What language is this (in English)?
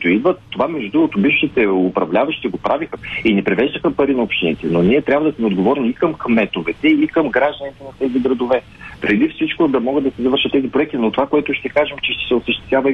Bulgarian